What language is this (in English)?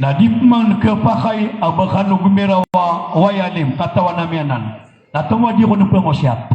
Maranao